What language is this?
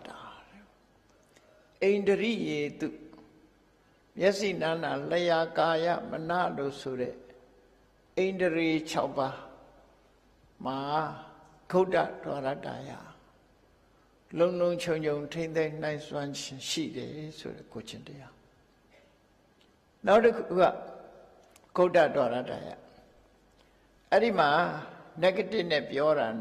Burmese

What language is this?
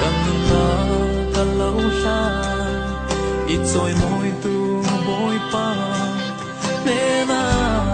Falam Chin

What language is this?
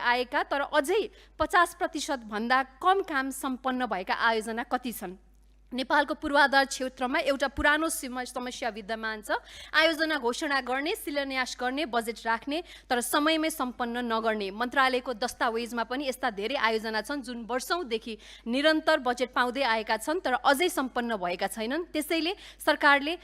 Nepali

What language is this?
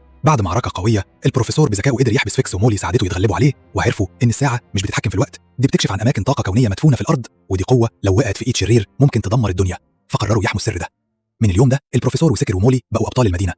Egyptian Arabic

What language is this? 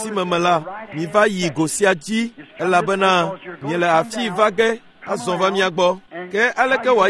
Ewe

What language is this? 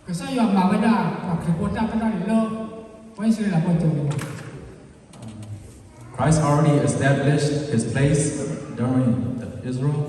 S'gaw Karen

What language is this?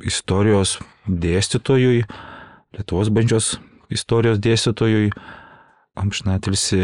Lithuanian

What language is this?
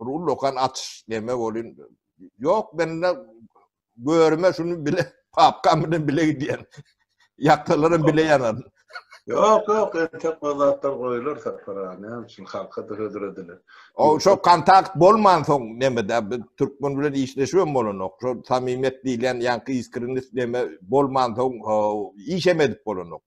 Turkmen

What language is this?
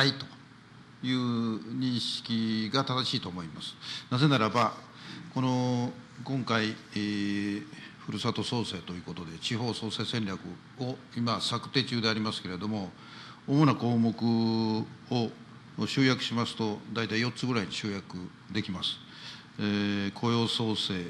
Japanese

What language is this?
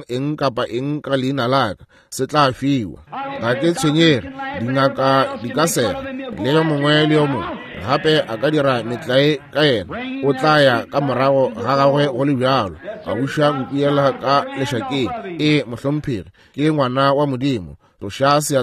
Northern Sotho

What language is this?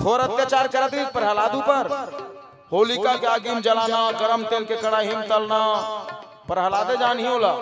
Chhattisgarhi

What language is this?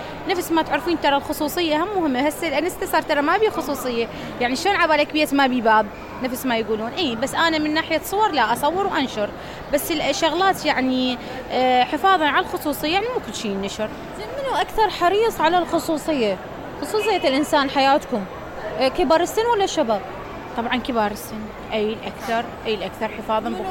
Mesopotamian Arabic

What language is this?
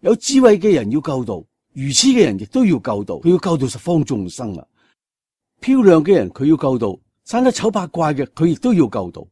Cantonese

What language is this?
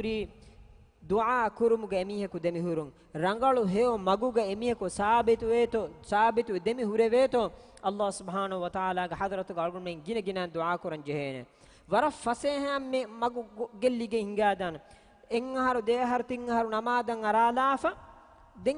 Divehi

